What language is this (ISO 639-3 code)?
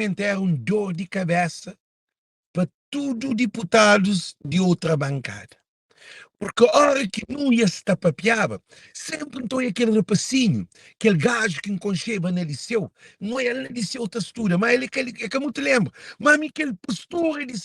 kea